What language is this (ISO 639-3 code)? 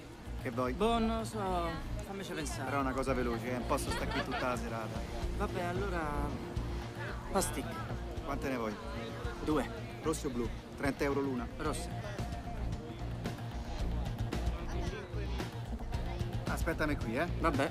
ita